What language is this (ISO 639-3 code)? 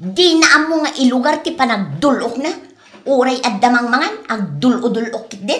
ilo